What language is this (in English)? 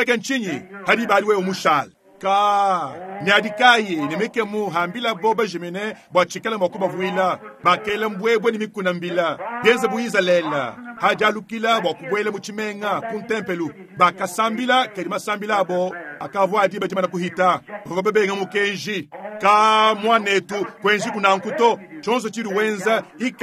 Luba-Lulua